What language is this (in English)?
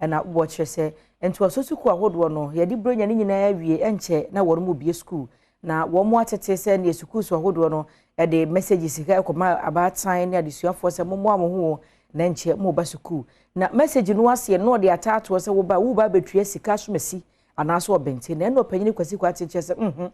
Akan